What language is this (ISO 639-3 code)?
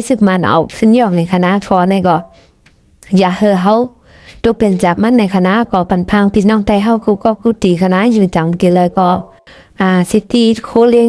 shn